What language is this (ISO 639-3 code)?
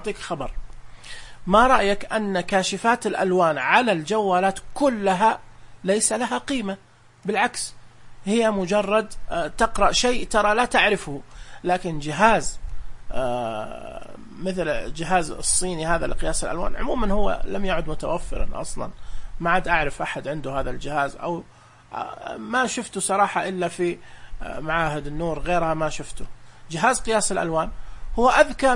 ars